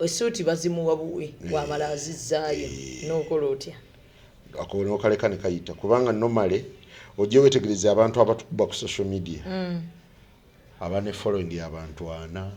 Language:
Ganda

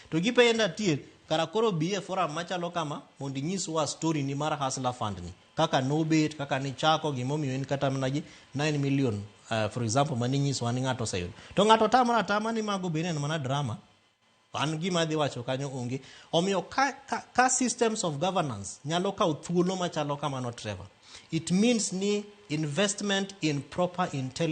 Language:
Luo (Kenya and Tanzania)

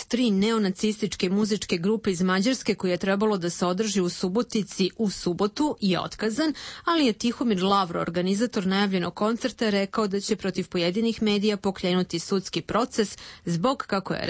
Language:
Serbian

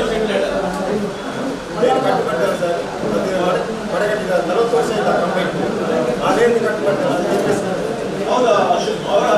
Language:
Kannada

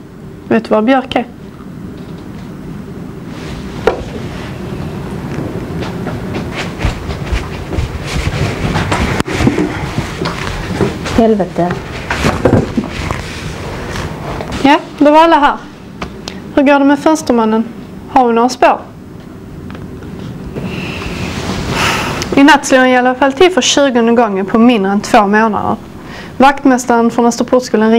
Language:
Swedish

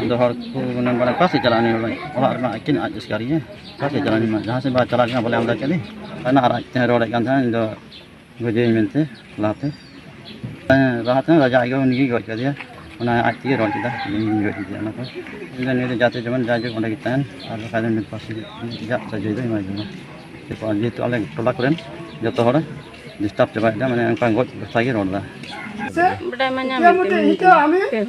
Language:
Santali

